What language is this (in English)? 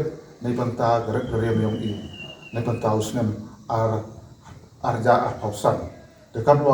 Pnar